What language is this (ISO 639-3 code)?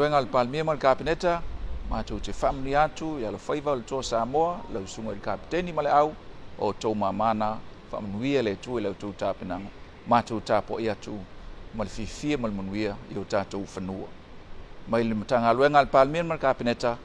smo